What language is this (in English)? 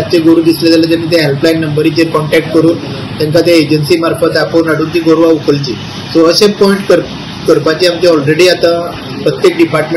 Konkani